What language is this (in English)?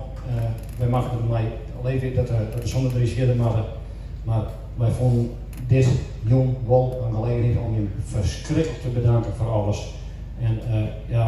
Western Frisian